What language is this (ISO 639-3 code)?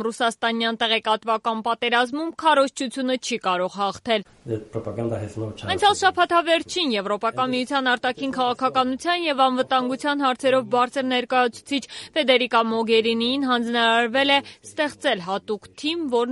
hye